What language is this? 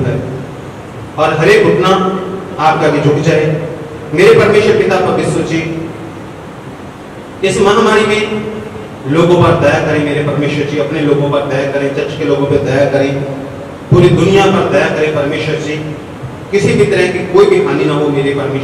Hindi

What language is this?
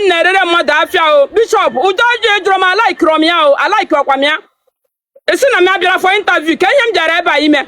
Igbo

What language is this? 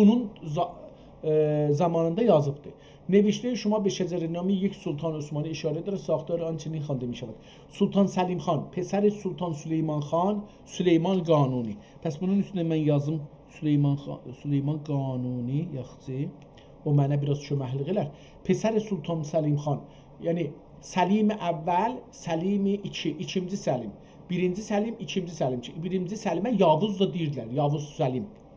South Azerbaijani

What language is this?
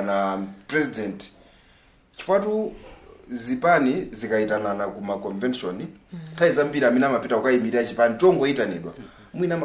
Nyanja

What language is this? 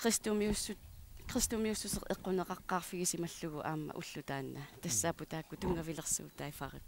Kalaallisut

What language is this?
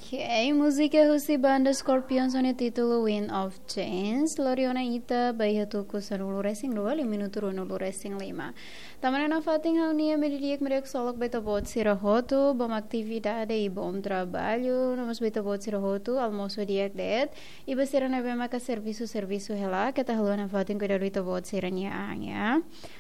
Tetum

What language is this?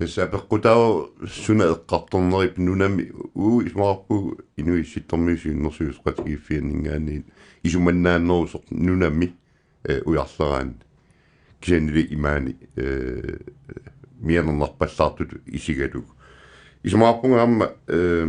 Kalaallisut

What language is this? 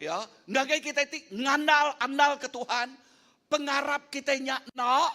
Iban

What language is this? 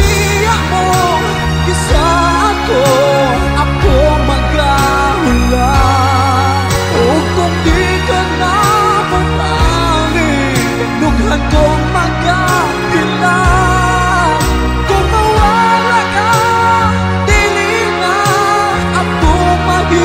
Cebuano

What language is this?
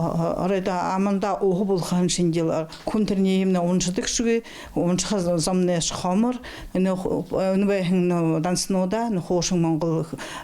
Buriat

